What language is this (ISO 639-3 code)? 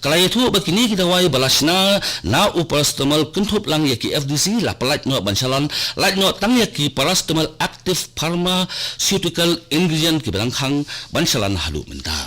kha